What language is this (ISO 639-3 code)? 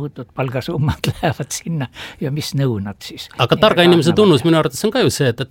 est